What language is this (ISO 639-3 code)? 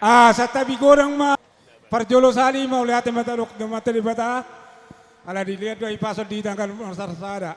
bbc